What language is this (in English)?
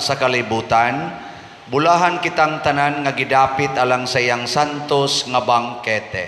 Cebuano